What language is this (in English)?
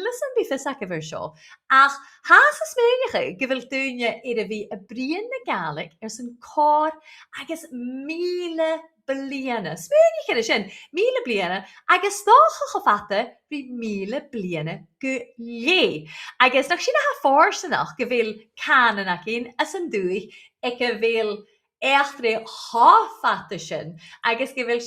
Scottish Gaelic